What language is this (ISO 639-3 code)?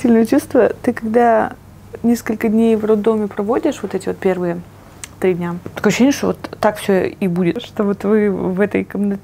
rus